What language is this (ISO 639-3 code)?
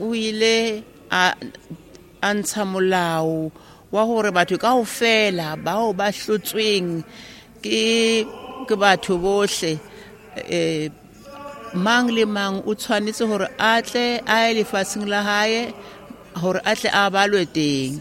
sot